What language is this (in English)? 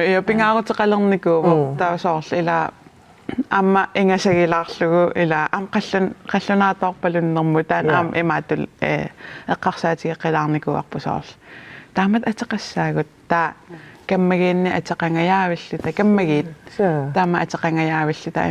Kalaallisut